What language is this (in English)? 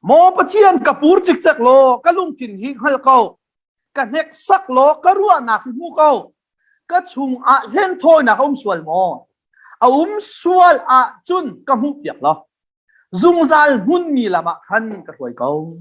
Hakha Chin